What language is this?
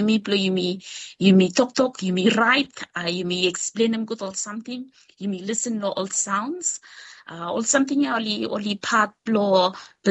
Bislama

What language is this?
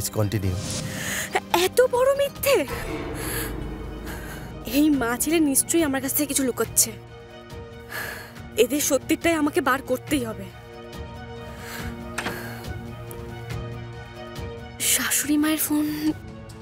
Bangla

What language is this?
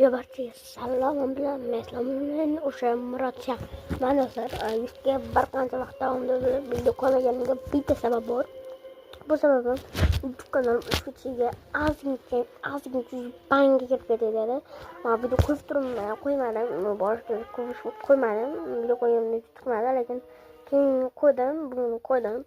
Uzbek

